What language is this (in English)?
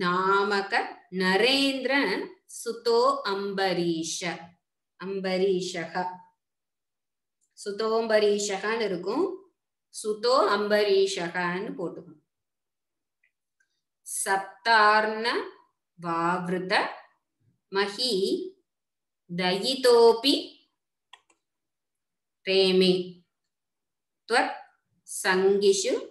Tamil